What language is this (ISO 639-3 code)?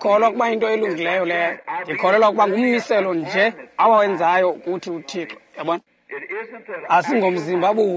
xho